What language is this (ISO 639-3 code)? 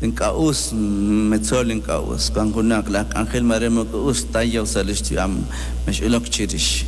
kek